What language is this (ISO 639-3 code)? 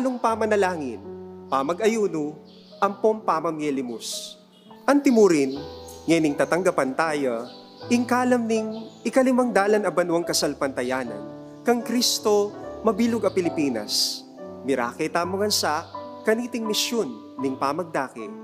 pam